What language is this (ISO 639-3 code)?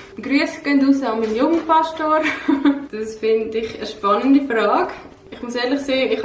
gsw